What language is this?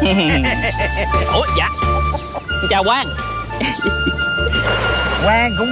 Vietnamese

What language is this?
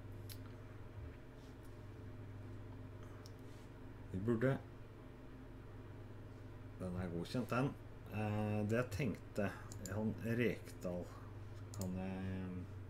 Norwegian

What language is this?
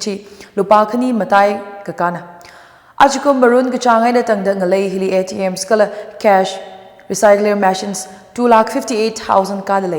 Tangkhul Naga (India)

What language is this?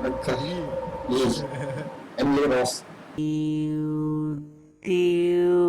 Iban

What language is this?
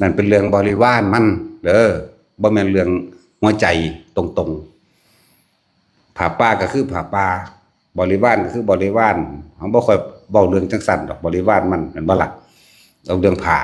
Northeastern Thai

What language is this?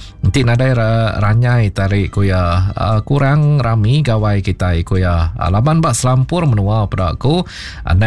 Iban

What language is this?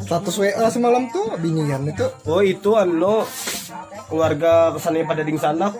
Banjar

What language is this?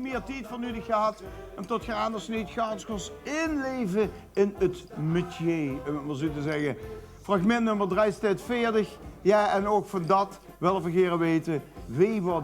Limburgish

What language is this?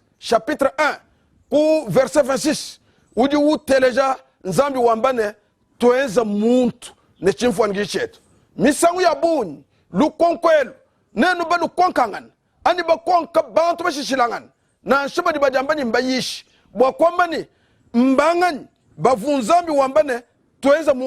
Luba-Lulua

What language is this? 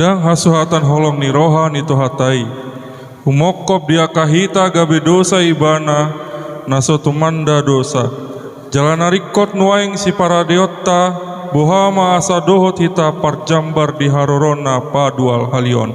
Batak Toba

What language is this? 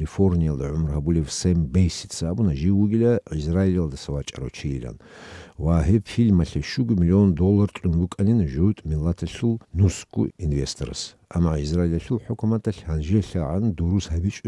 Avaric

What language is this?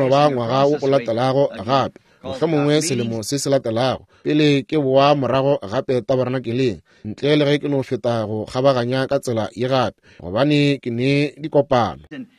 Northern Sotho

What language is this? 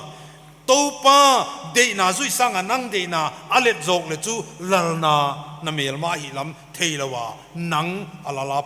Paite Chin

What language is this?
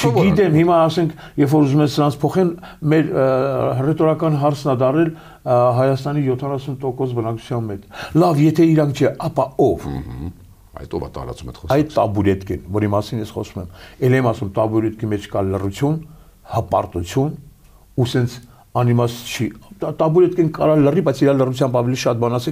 Armenian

